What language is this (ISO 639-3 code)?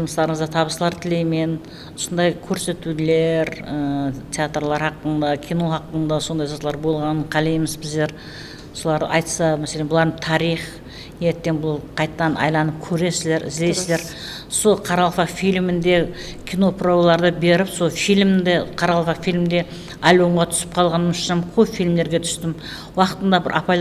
kaa